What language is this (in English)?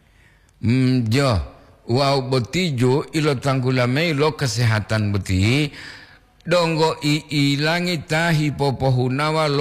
Gorontalo